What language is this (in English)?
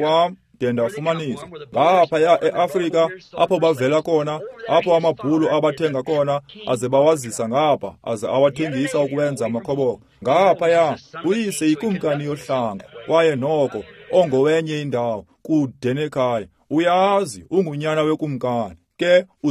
Xhosa